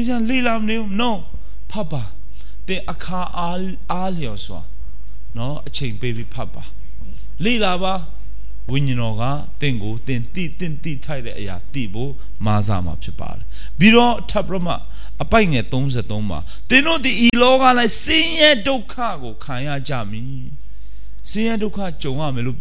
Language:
Burmese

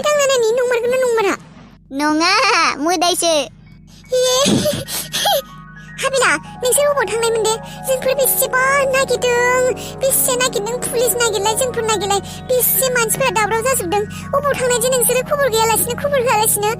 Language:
Bodo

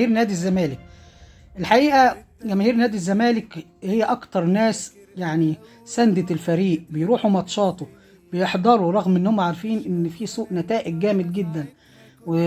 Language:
Egyptian Arabic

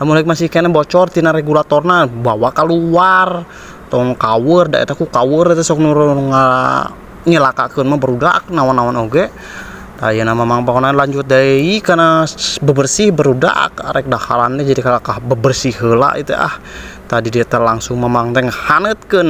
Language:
Sundanese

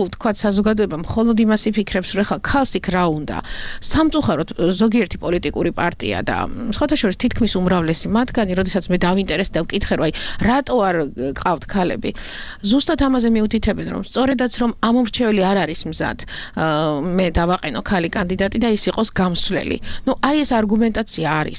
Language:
Georgian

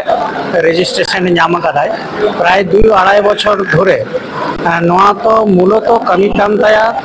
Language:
Santali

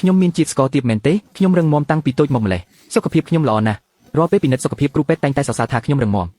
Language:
Khmer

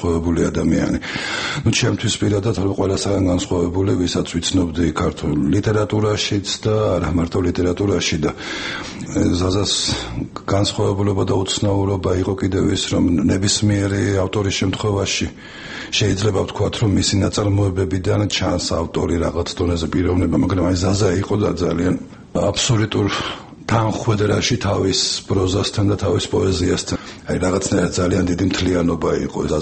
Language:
Georgian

